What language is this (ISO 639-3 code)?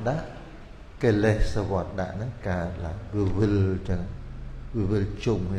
khm